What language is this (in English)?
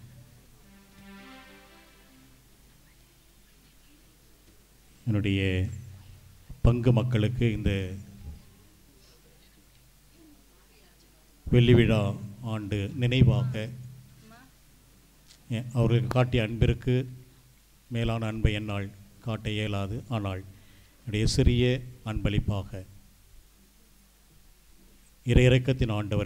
Tamil